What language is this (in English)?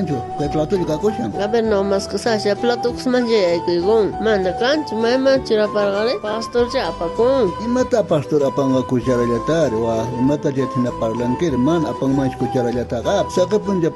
South Bolivian Quechua